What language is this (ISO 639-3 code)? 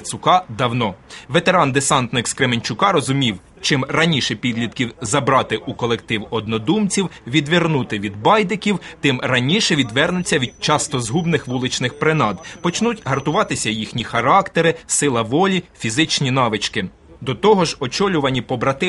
ukr